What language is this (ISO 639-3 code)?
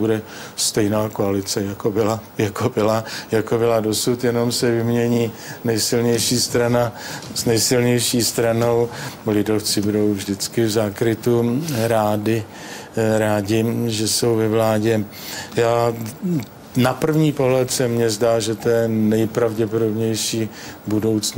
ces